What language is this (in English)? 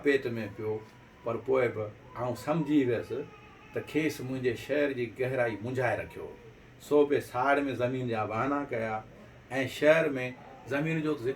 Sindhi